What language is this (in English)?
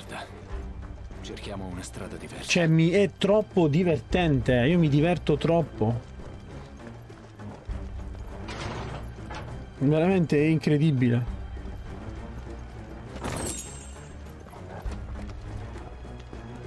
Italian